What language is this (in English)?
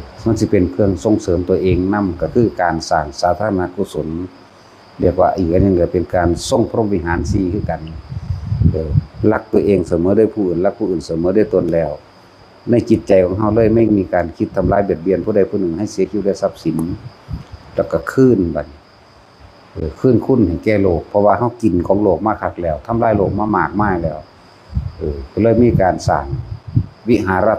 Northeastern Thai